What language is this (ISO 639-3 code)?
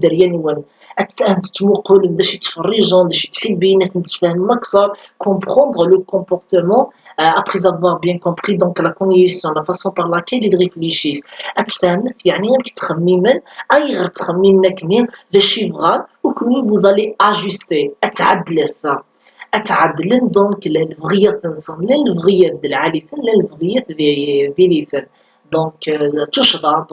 kab